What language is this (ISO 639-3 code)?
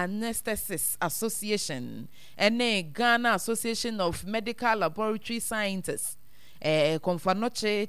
aka